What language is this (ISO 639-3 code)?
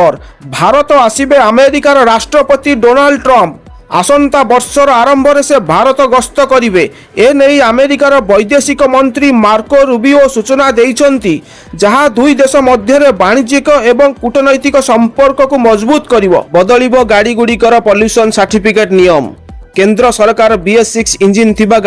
ori